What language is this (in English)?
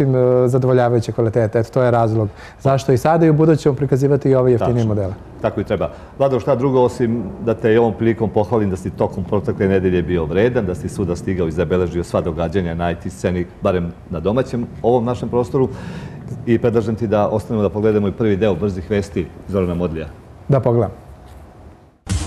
Serbian